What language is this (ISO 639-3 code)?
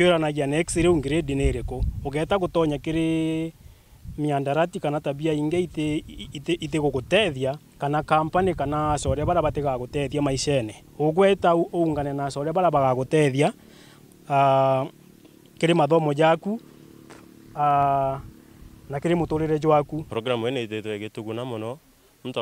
mer